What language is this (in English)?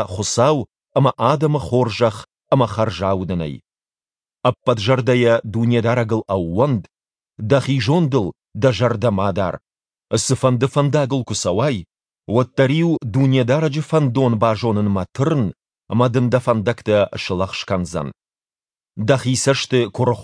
Ossetic